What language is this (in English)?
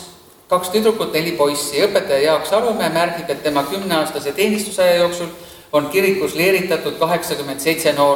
Estonian